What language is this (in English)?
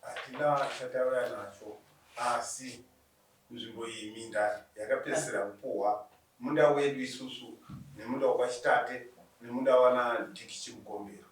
Shona